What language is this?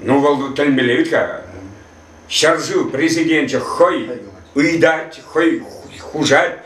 Chuvash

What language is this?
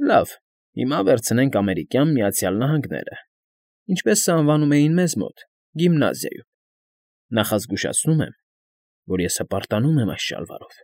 Armenian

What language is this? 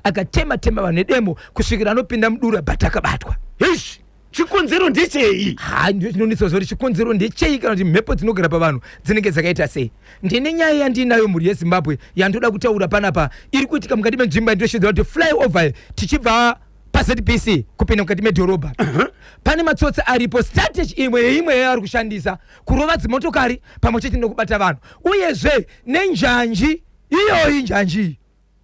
Shona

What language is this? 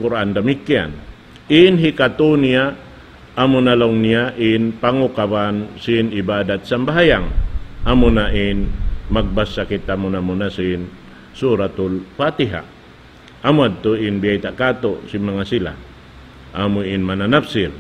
Tausug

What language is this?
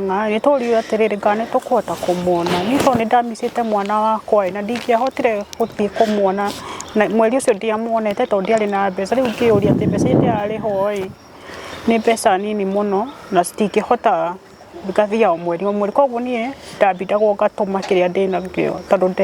Kikuyu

